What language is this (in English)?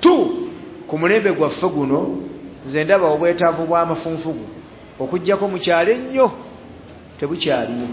Ganda